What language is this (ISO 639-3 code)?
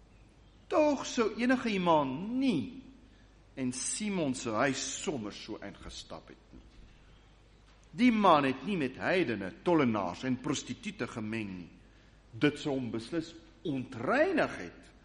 afr